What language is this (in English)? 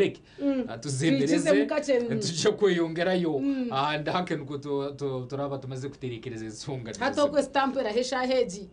Nyankole